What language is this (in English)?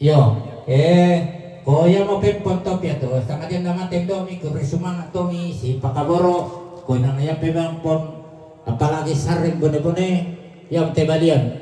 Toraja-Sa'dan